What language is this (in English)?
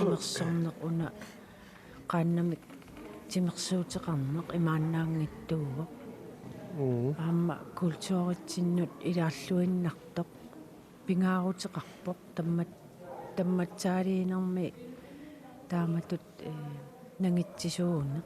Kalaallisut